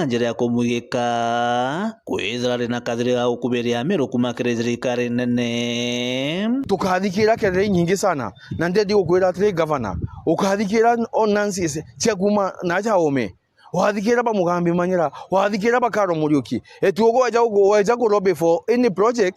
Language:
Meru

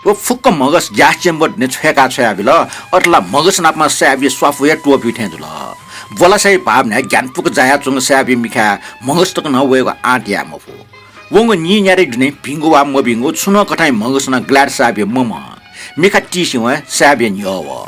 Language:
Newari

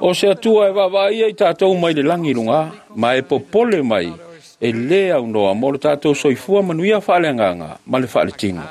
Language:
Samoan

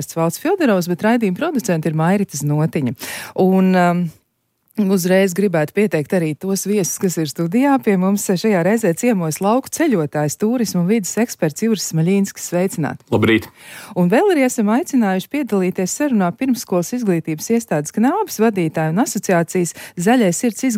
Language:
Latvian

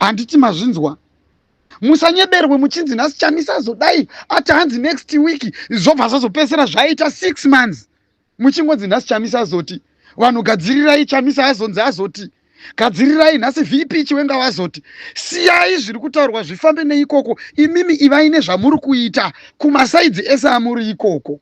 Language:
Shona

